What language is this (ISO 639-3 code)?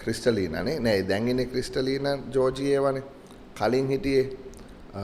sin